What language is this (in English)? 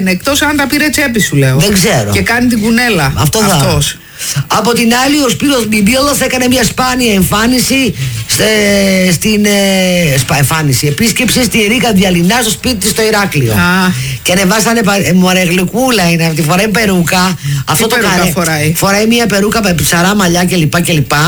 Greek